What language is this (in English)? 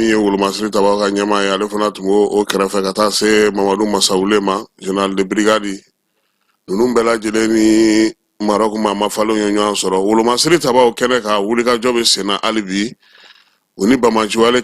Bambara